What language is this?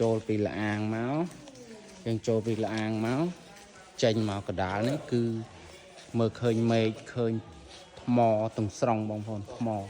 Khmer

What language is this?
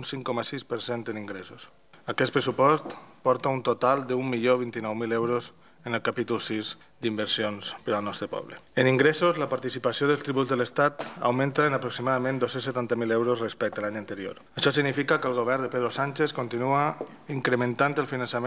Catalan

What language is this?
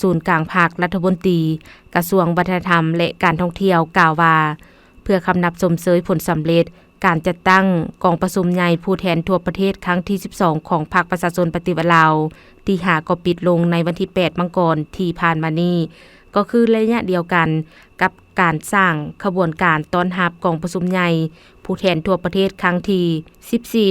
Lao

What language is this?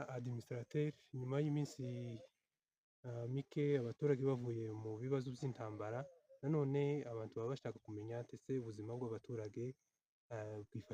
Kinyarwanda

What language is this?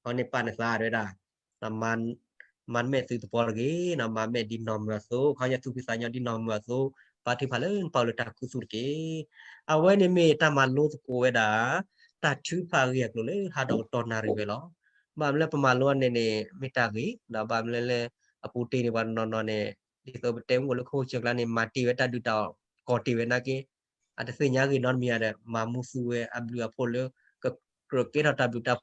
S'gaw Karen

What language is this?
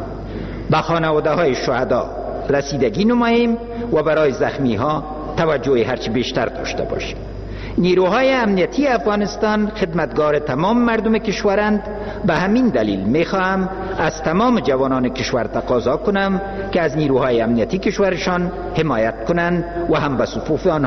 Persian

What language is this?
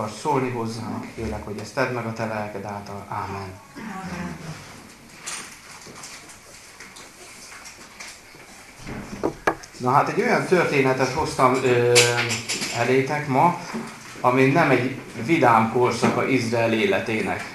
Hungarian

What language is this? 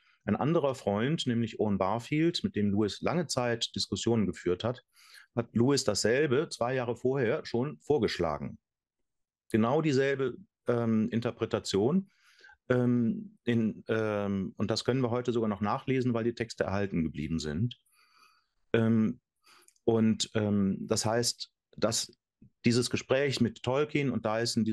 Swiss German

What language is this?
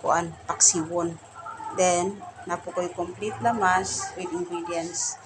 Cebuano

